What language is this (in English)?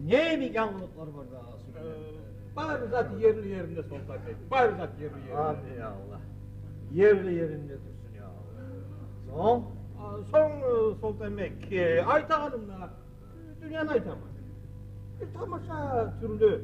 Kumyk